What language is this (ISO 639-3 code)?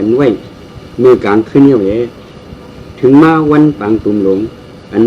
shn